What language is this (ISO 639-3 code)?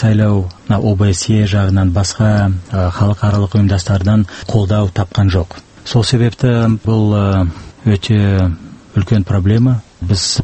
kaz